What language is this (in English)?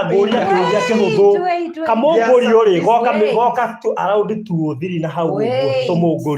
Kikuyu